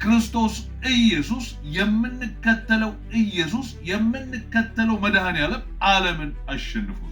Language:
Amharic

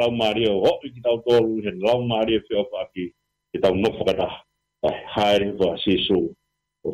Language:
Tongan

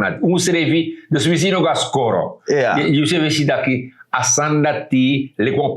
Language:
Sranan Tongo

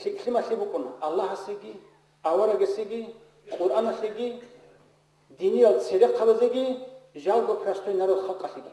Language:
Avaric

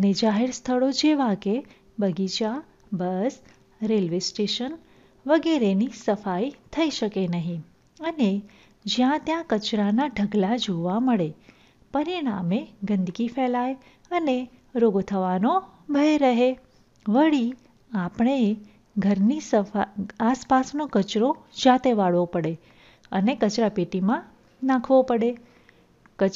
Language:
Gujarati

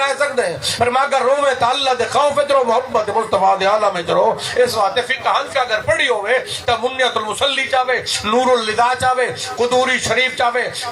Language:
Saraiki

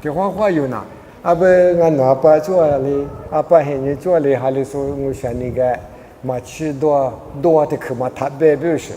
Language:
Lisu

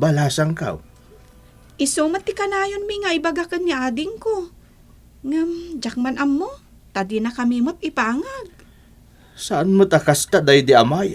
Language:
Iloko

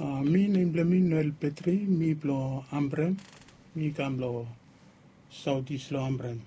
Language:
Bislama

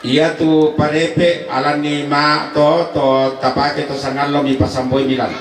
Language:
Toraja-Sa'dan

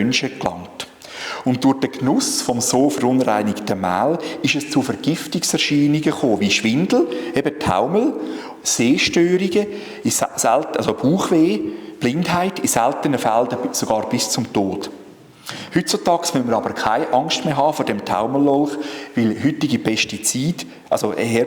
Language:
Swiss German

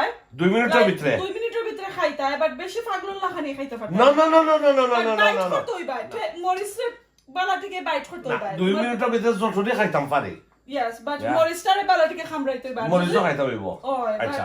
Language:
Sylheti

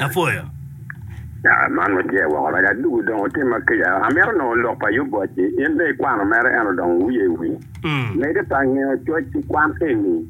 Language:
Acoli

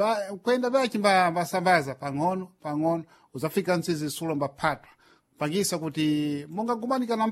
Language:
Sena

